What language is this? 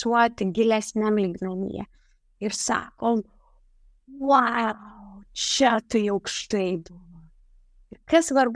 Lithuanian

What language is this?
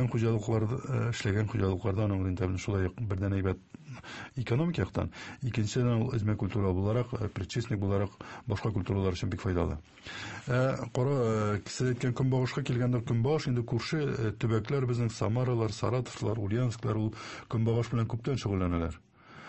Tatar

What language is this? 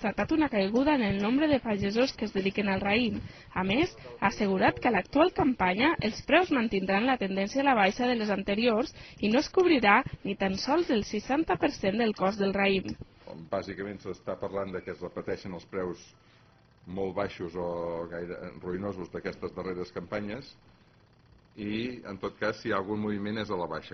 Catalan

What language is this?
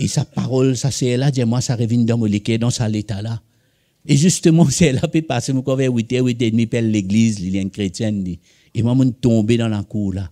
Morisyen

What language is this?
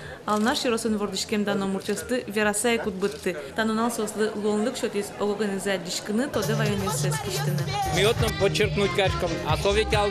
Udmurt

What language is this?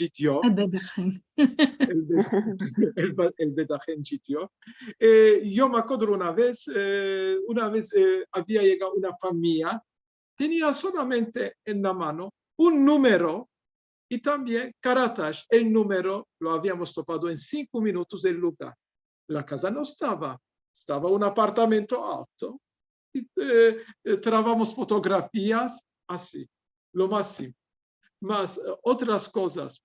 Ladino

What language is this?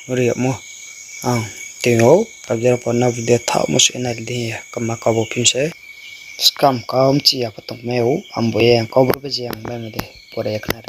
Riang (India)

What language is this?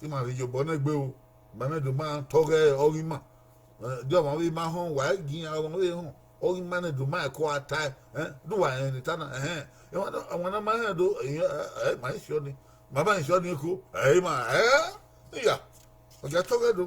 Bini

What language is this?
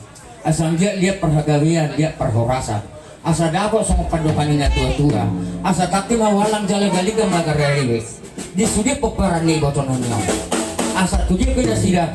Batak Toba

